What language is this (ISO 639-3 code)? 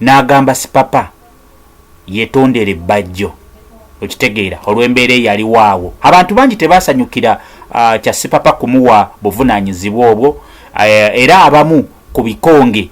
lug